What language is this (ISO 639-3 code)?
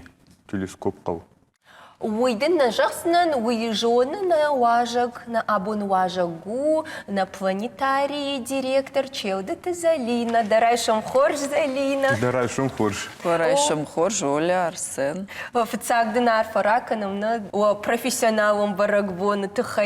oss